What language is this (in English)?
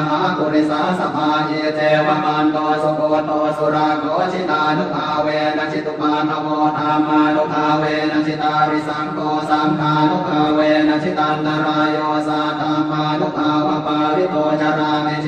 Pali